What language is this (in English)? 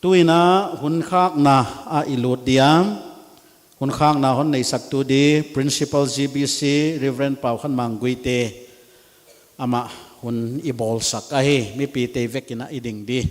Paite Chin